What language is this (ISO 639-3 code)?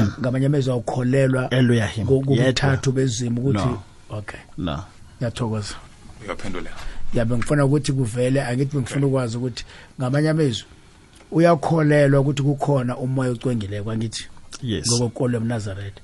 nbl